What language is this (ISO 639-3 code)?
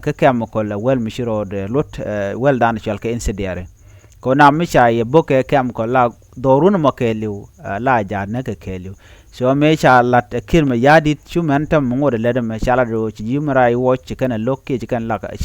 nus